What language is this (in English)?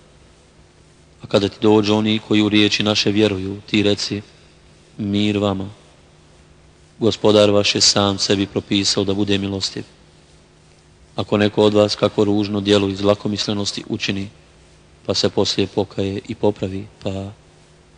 Bosnian